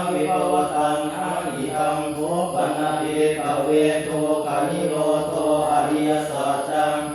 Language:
Pali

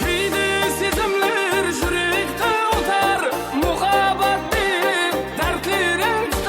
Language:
Kara-Kalpak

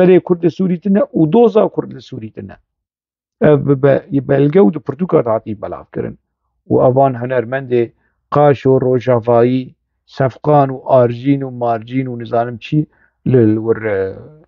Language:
Kurdish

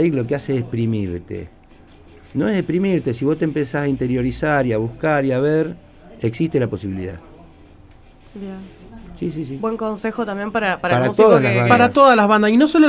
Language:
Spanish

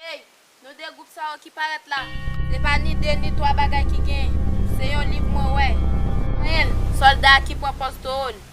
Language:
Haitian Creole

